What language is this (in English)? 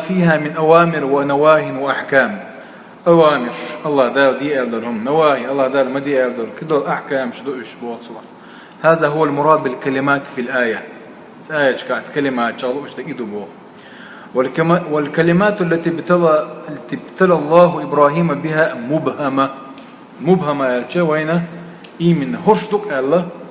Chechen